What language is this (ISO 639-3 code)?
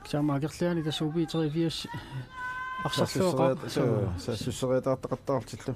kal